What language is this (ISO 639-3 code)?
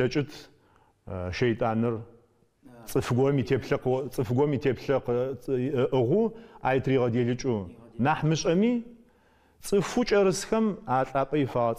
ady